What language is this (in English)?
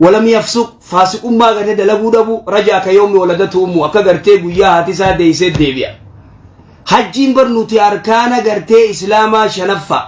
Oromo